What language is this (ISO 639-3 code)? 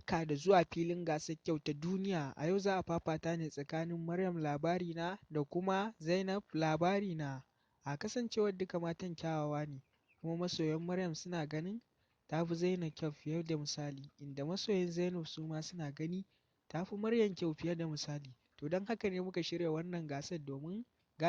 hau